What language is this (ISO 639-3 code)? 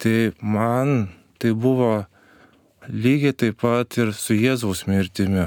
lit